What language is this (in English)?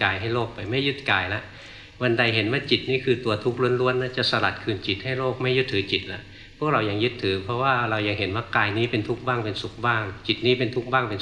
Thai